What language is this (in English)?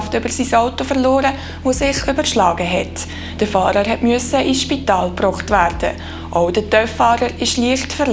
Swiss German